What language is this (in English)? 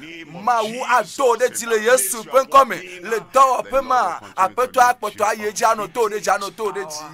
Ewe